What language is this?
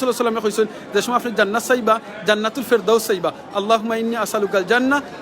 Sylheti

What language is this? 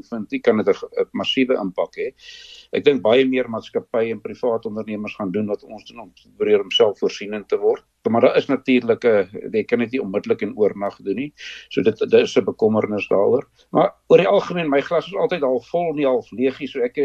Afrikaans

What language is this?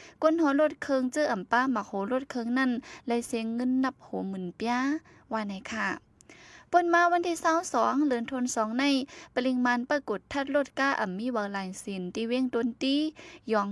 Shan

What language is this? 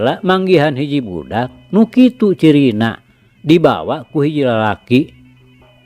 Sundanese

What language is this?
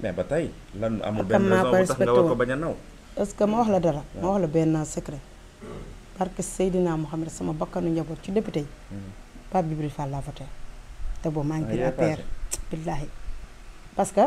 Wolof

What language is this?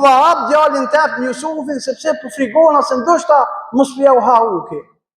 Albanian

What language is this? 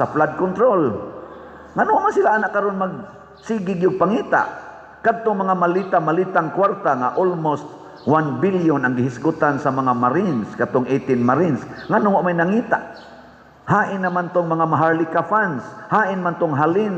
Cebuano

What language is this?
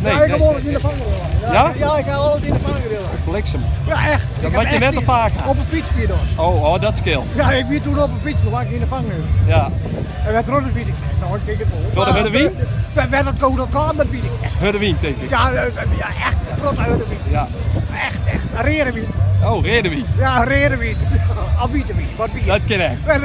Western Frisian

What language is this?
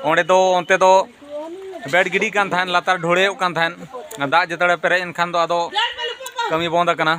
Santali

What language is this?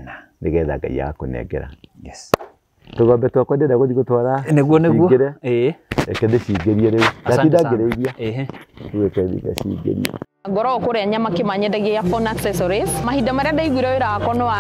Kikuyu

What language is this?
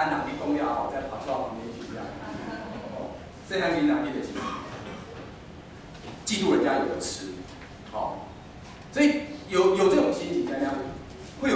Min Nan Chinese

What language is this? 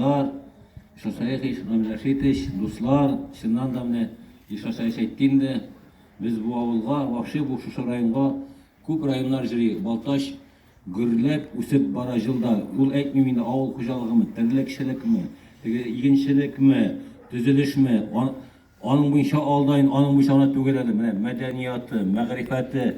Tatar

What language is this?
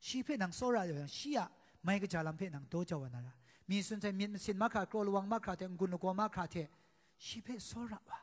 Kachin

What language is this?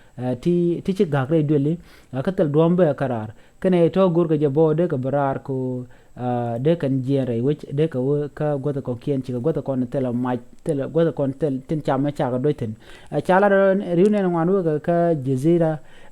Nuer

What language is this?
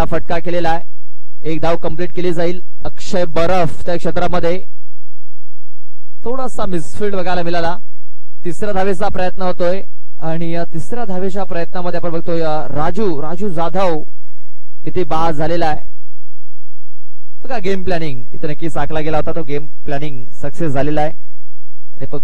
Marathi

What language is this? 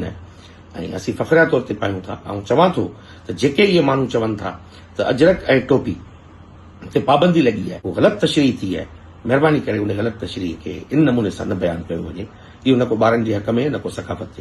Sindhi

